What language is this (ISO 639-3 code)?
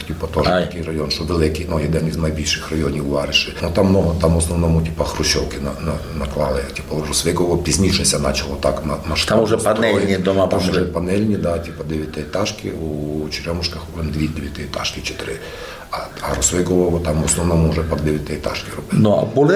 rue